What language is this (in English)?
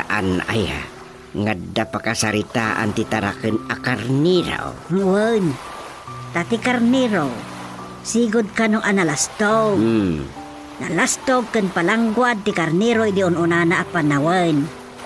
Iloko